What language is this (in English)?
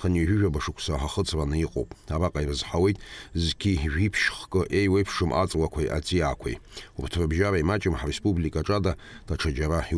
Abkhazian